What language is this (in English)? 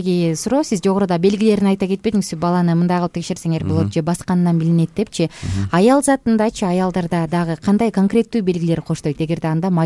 Kyrgyz